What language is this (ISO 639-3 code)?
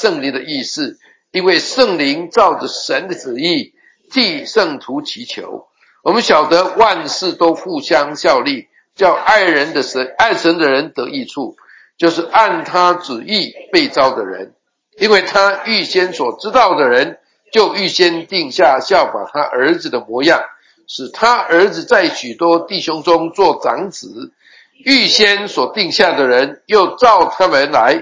zho